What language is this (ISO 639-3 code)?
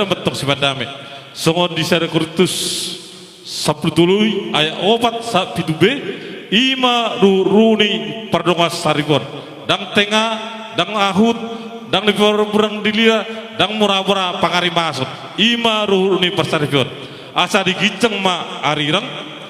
bbc